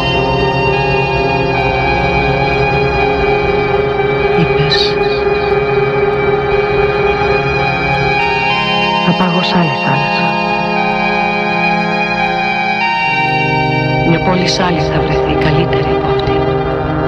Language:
Greek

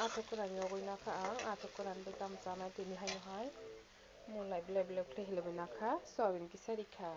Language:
Kok Borok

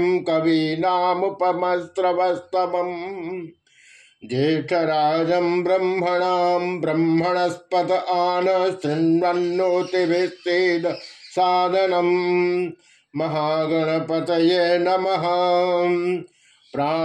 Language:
Sanskrit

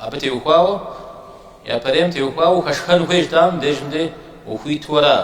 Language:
Kabardian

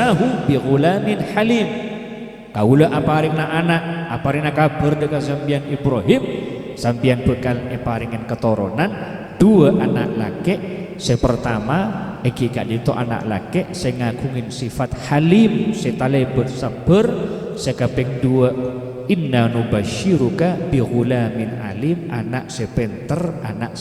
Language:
Madurese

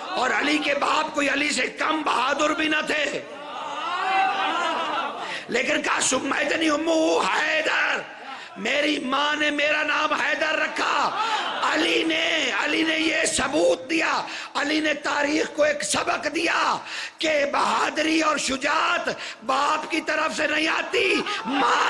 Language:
Urdu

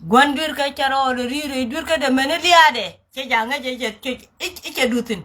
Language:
Nuer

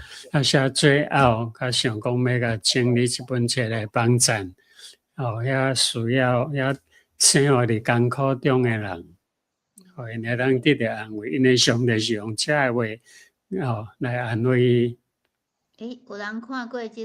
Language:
Min Nan Chinese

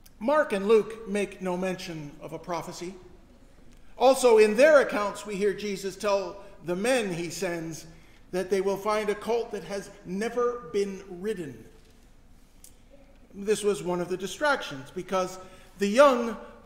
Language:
English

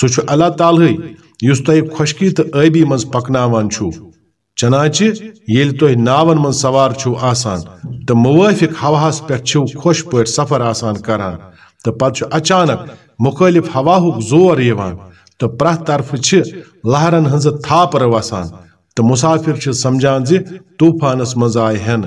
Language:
Kashmiri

